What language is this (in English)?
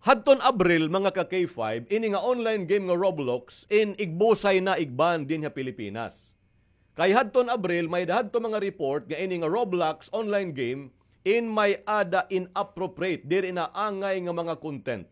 Waray